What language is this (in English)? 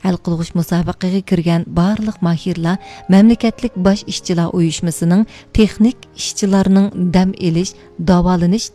Uyghur